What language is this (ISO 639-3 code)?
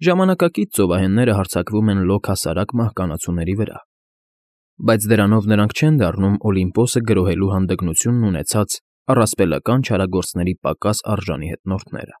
hye